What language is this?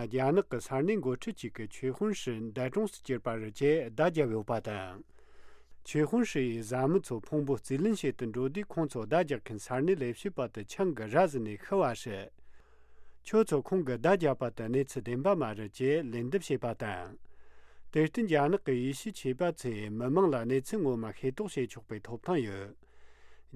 Tibetan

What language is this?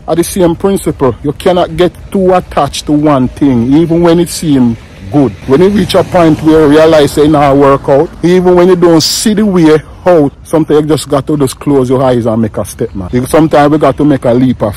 Jamaican Creole English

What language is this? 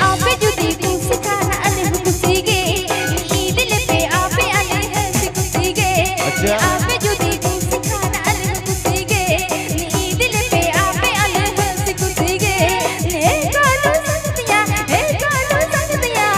Santali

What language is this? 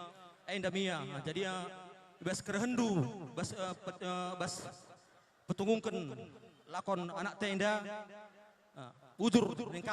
Batak Karo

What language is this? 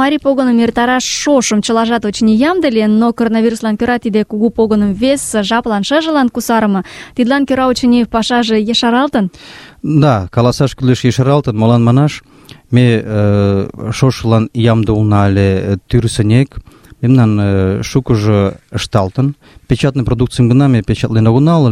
Mari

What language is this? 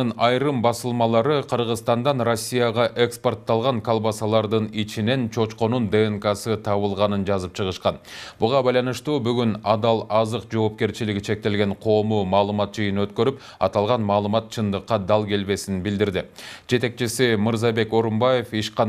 Kyrgyz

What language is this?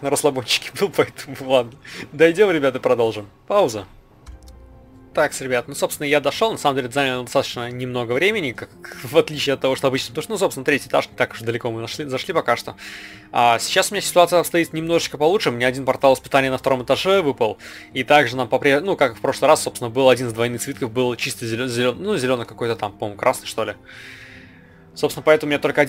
Russian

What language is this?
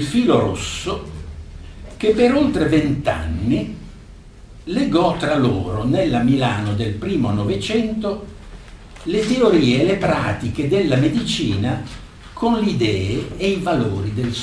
Italian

